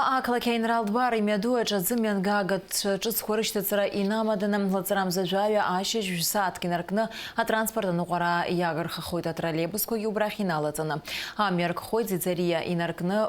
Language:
Abkhazian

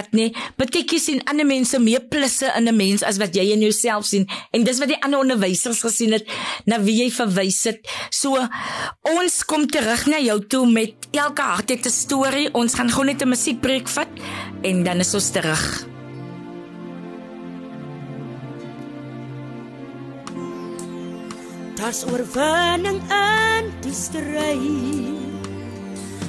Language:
Afrikaans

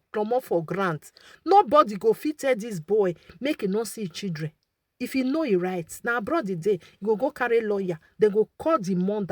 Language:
Nigerian Pidgin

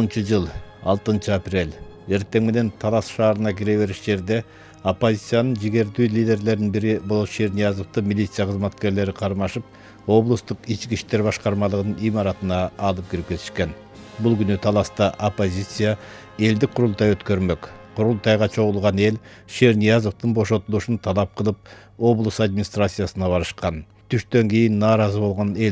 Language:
Kyrgyz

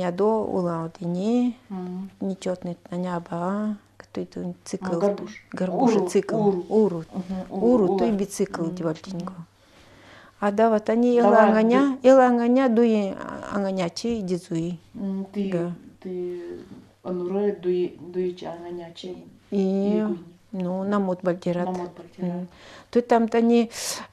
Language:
Nanai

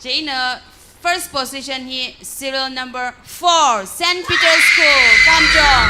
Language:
Tangkhul Naga (India)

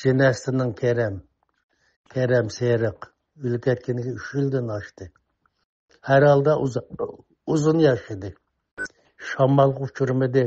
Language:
Uyghur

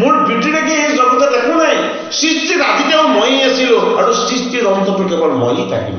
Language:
Assamese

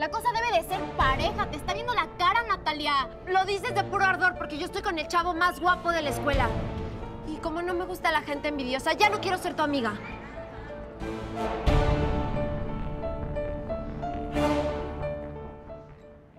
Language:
Spanish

